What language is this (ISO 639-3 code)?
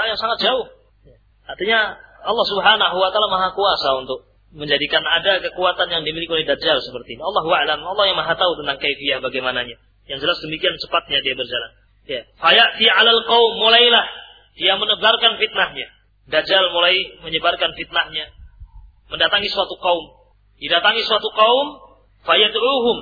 ind